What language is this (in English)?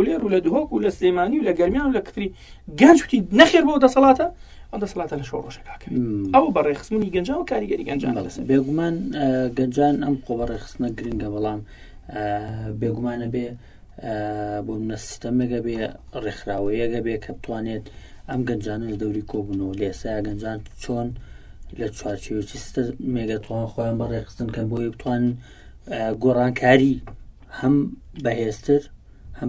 Central Kurdish